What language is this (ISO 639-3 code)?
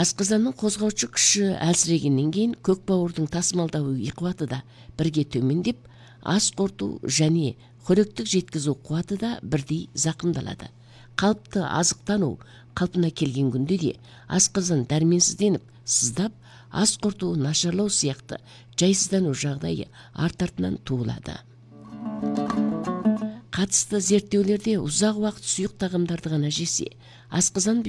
kaz